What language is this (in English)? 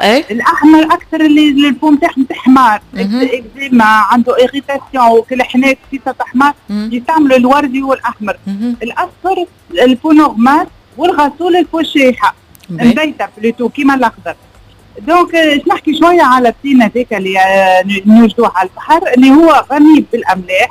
Tunisian Arabic